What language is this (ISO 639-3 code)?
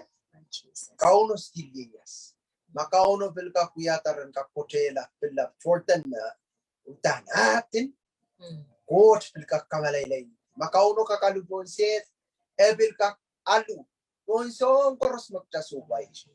pon